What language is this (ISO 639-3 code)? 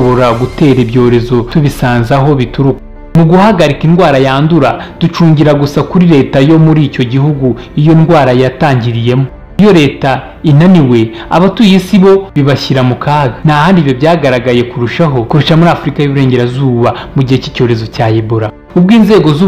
kin